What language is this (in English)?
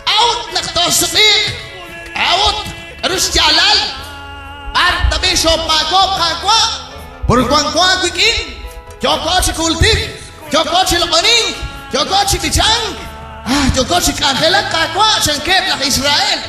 Kekchí